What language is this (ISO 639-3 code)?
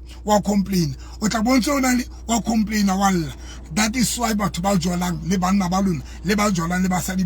sot